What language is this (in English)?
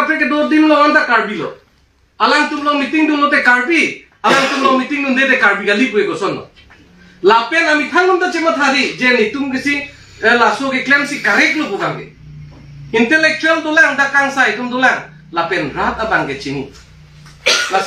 Karbi